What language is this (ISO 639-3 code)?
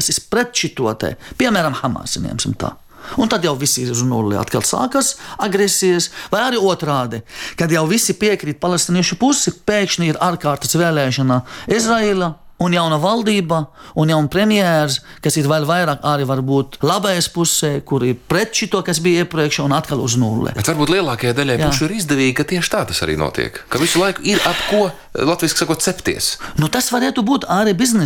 lav